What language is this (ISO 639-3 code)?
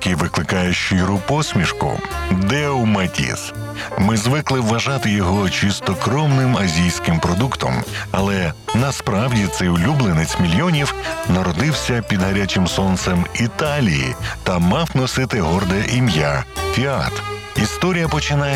ukr